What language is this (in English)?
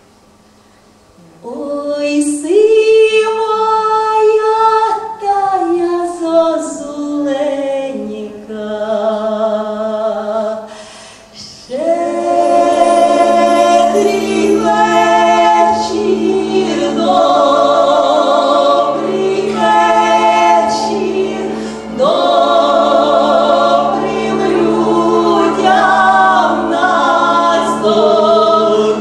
Ukrainian